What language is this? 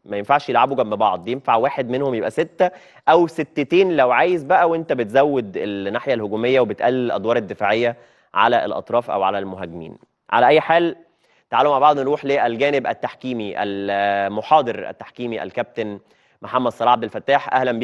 Egyptian Arabic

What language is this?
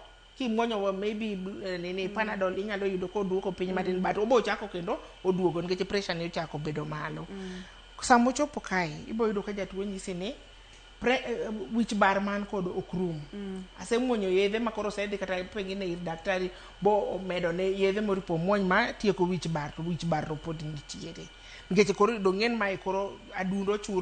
Luo (Kenya and Tanzania)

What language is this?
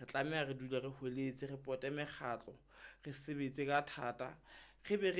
Southern Sotho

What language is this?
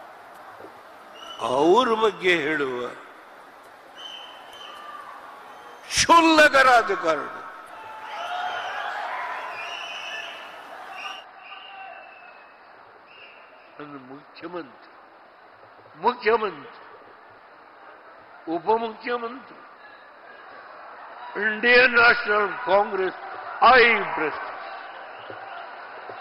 Kannada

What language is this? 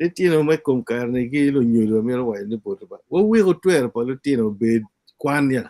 Acoli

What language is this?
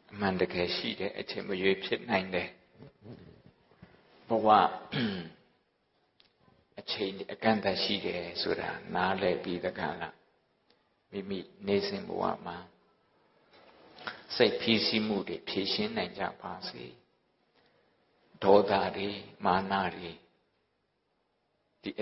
Burmese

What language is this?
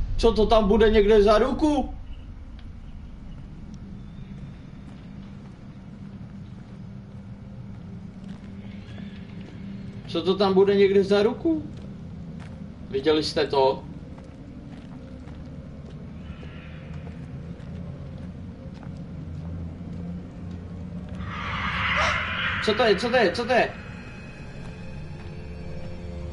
Czech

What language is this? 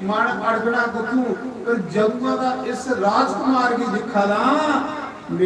Dogri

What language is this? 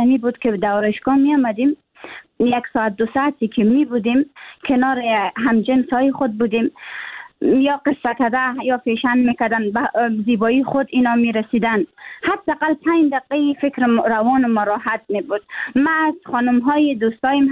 Persian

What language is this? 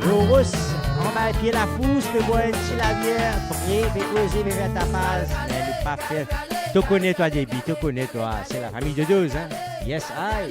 Morisyen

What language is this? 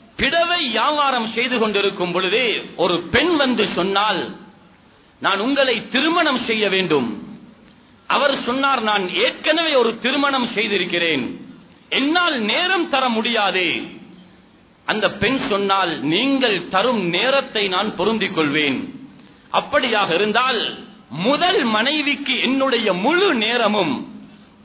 Tamil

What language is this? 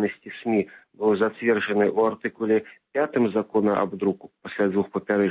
Belarusian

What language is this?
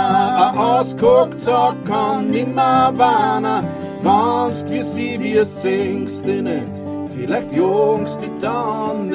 Bavarian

